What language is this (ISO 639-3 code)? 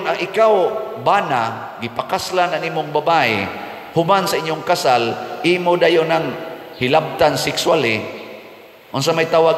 ceb